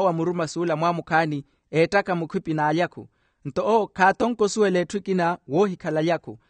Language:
Makhuwa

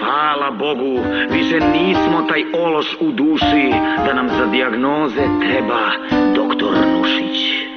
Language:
Serbian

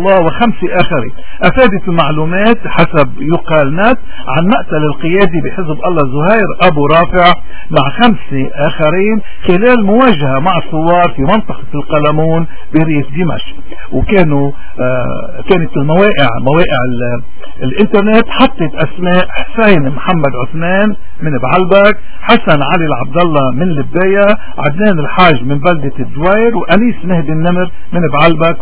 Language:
North Levantine Arabic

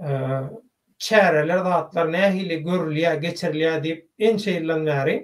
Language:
Turkmen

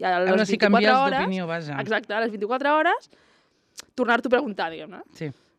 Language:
Catalan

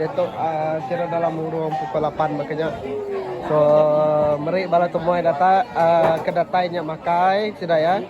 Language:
Iban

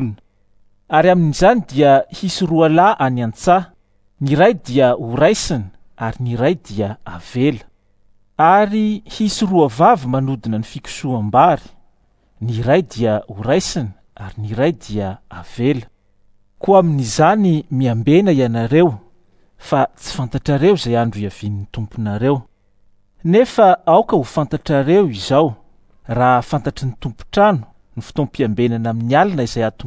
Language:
Malagasy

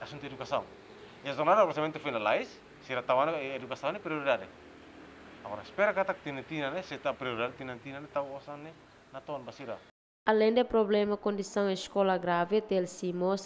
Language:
Tetum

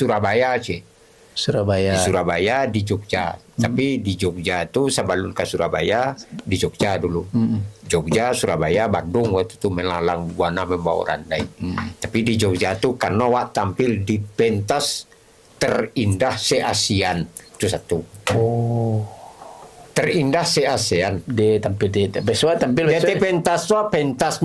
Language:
Minangkabau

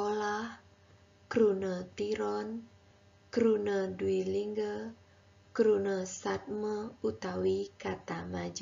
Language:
Balinese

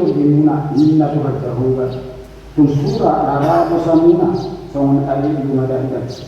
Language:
Batak Toba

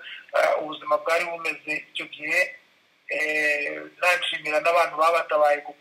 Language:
Kinyarwanda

